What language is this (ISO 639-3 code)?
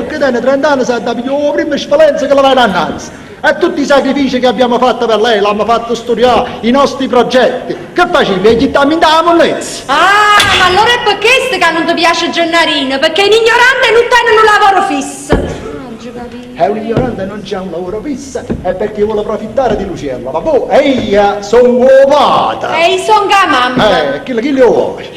nap